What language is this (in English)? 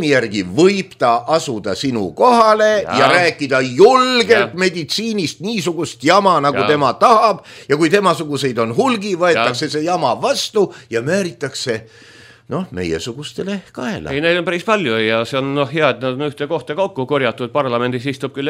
Estonian